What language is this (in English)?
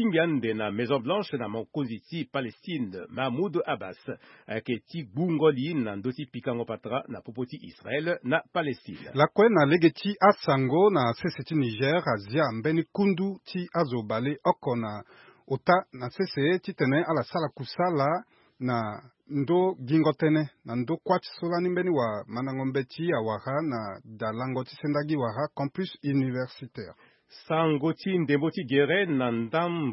Sango